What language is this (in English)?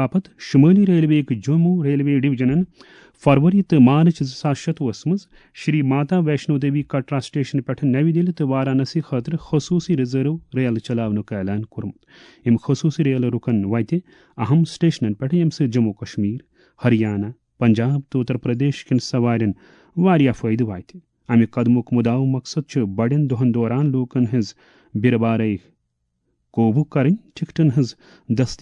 Kashmiri